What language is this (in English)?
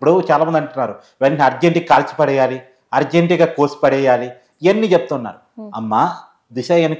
Telugu